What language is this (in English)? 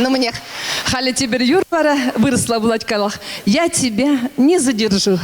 Chuvash